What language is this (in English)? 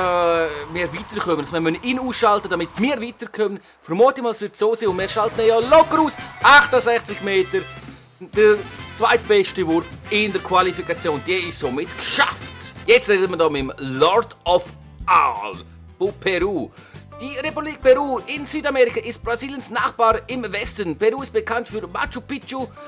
Swiss German